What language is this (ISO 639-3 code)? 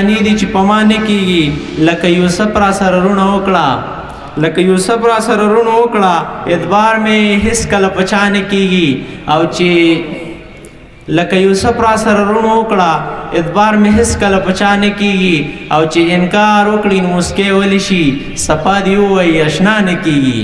pus